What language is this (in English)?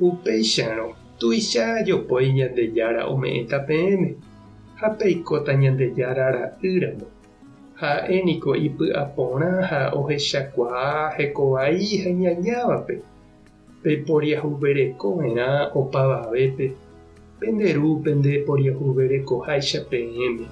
Guarani